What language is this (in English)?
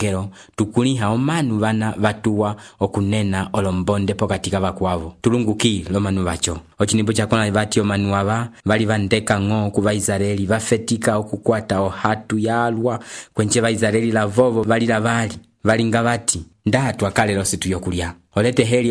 Umbundu